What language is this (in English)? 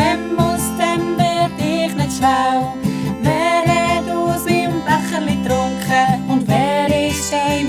Swiss German